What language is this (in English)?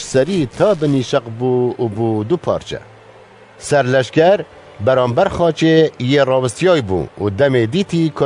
Kurdish